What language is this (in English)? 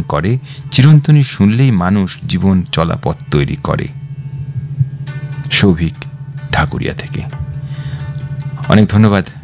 Bangla